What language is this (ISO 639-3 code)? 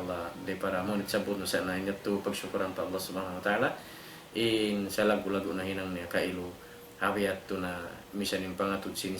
tsg